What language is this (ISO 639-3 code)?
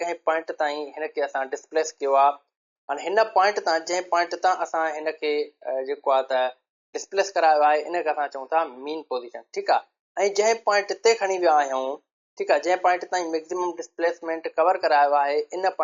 snd